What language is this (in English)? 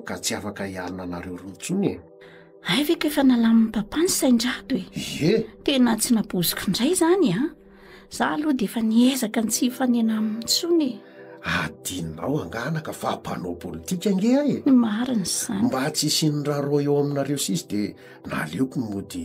Malagasy